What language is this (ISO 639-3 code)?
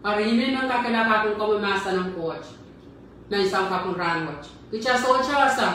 pon